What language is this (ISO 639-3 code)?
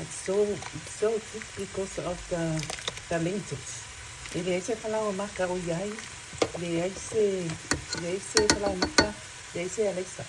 smo